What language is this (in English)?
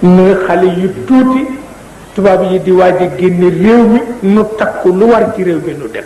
Wolof